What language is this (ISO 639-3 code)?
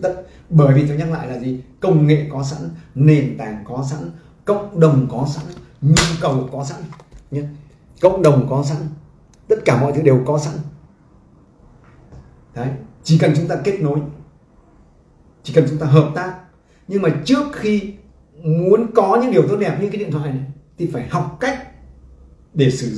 vie